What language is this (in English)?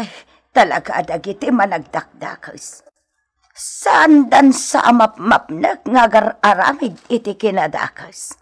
Iloko